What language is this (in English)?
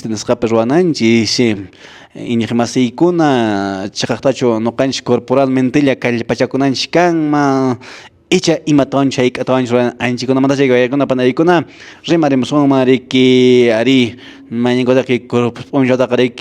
Quechua